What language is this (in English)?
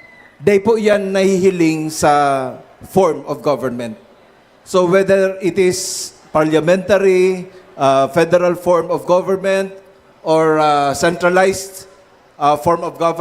Bikol